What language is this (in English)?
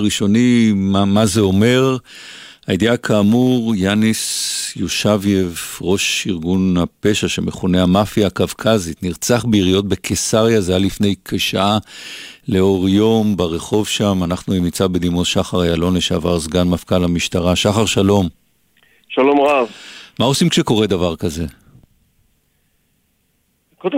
Hebrew